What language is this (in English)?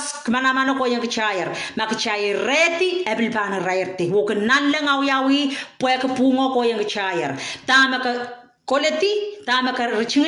Pohnpeian